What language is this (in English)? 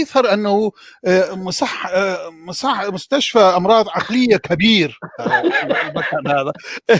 North Levantine Arabic